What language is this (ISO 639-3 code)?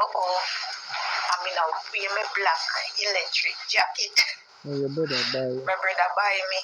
jam